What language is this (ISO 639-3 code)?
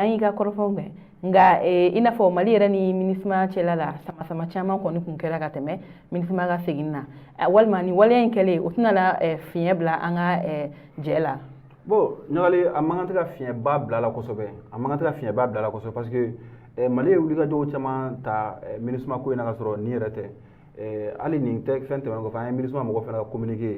bam